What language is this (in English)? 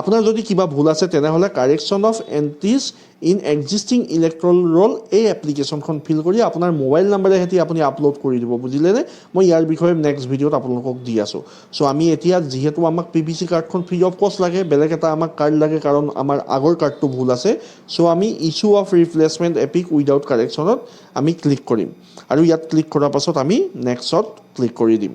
Assamese